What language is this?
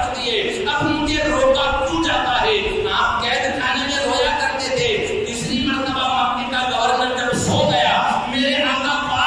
Urdu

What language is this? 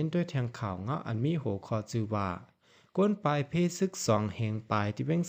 Shan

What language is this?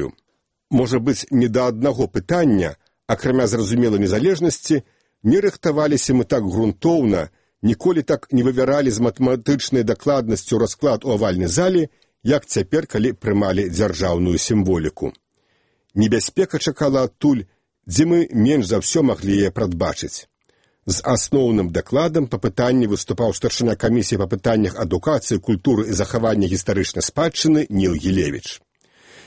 Belarusian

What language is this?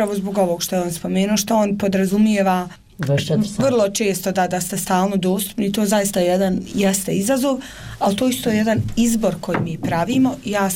Bosnian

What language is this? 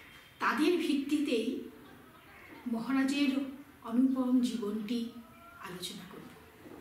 Bangla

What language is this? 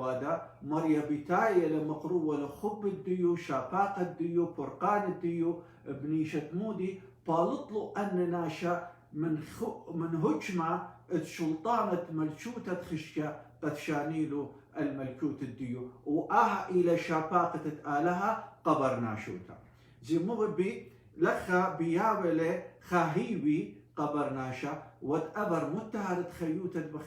Assyrian Neo-Aramaic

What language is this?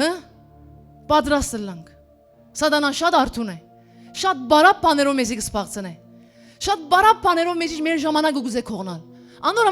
Western Armenian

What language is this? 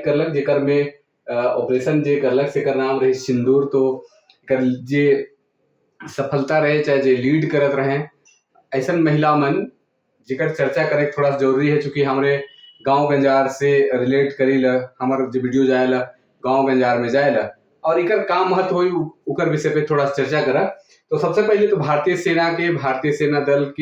Sadri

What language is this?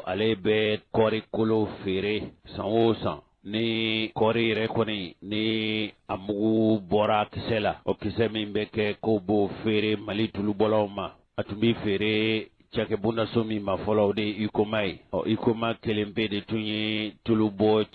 Bambara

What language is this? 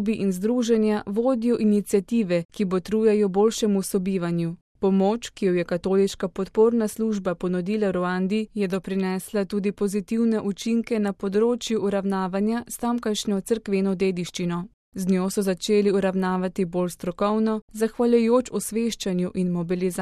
Slovenian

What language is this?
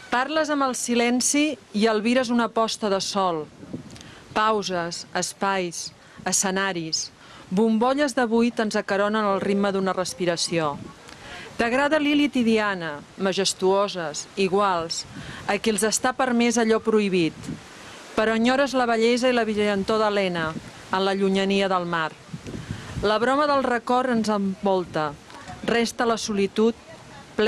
Catalan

